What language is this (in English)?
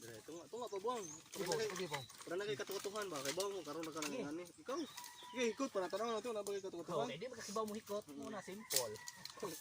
Cebuano